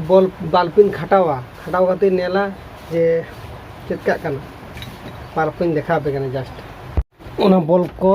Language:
Santali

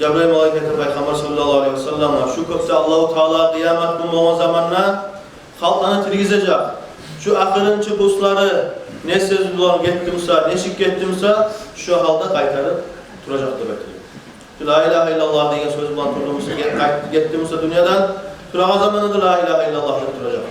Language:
Kumyk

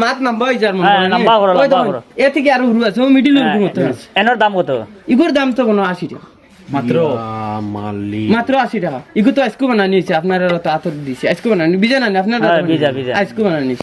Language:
Sylheti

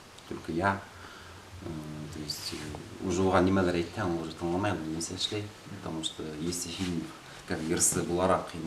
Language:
Bashkir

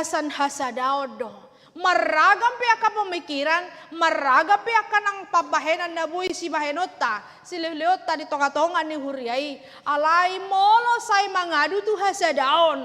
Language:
Batak Toba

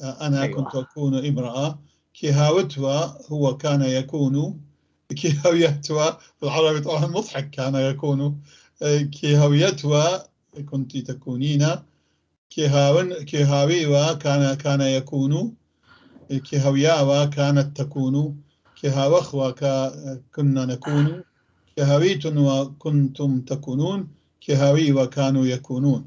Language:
North Levantine Arabic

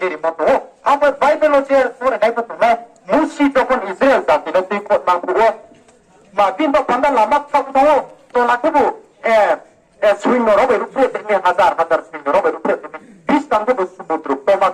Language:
Riang (India)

